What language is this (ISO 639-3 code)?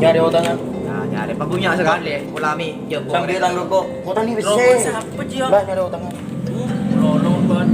mad